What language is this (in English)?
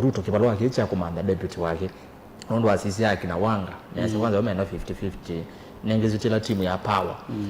Kamba